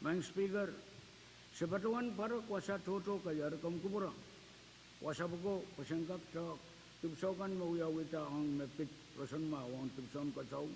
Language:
Pohnpeian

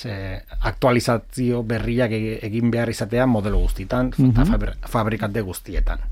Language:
Basque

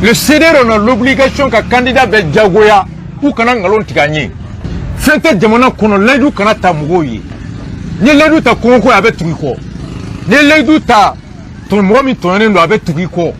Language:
Bambara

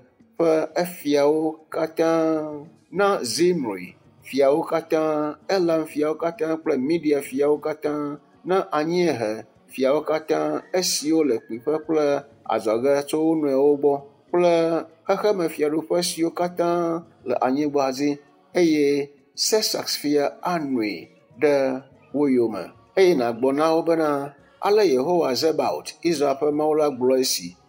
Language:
Ewe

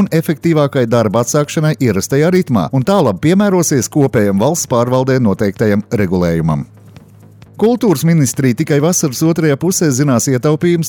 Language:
Latvian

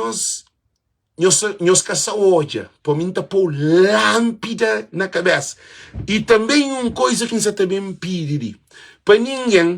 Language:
Kabuverdianu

